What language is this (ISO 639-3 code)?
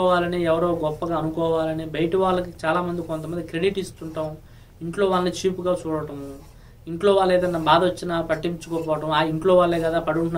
tel